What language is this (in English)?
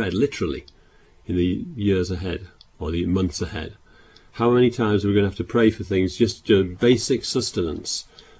English